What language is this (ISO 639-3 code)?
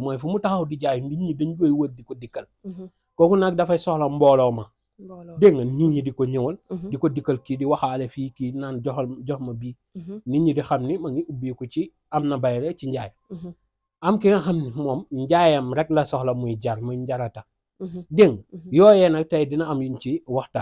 wol